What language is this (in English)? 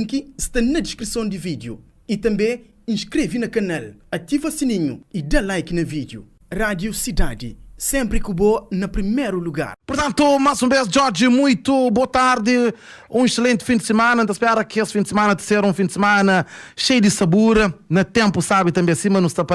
Kabuverdianu